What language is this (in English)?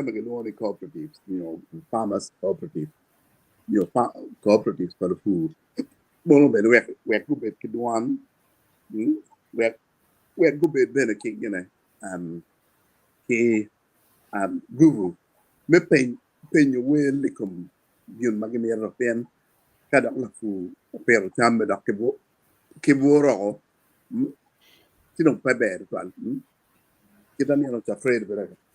Acoli